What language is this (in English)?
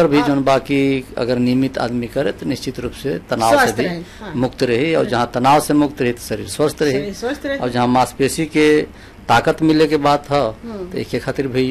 Bhojpuri